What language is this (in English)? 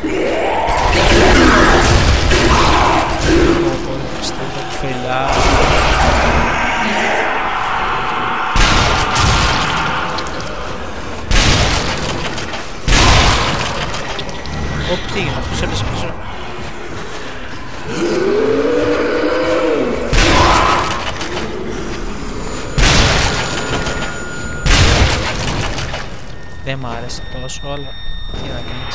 Greek